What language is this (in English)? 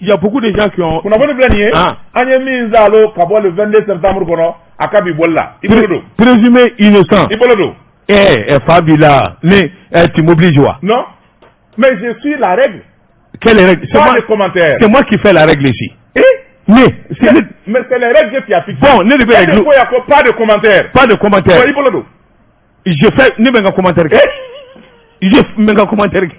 Bambara